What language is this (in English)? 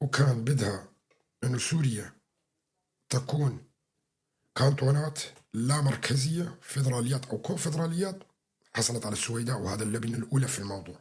North Levantine Arabic